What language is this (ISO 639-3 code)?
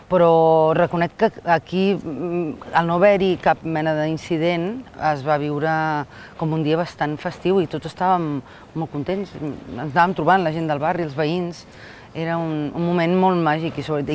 cat